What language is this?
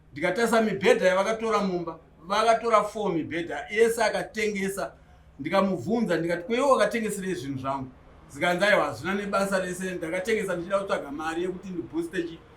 Shona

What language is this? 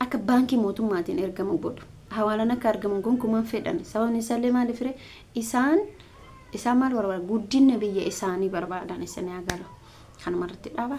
Oromo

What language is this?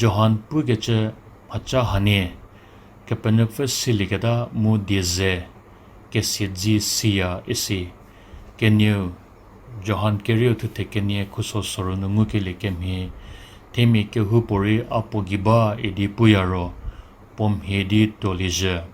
Angami Naga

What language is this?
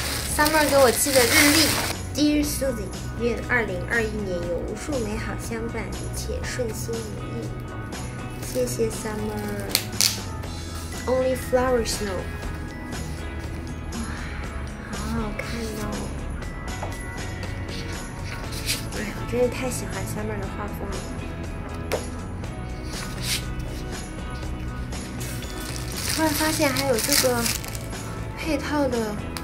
Chinese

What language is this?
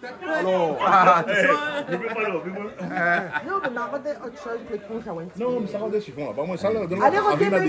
Réunion Creole French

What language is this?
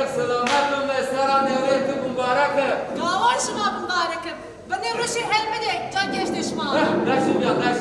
Zaza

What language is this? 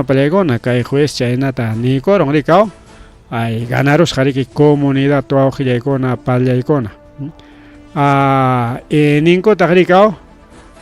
Ayacucho Quechua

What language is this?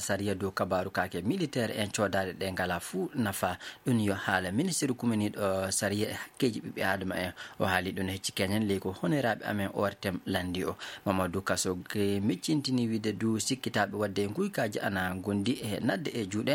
Maasina Fulfulde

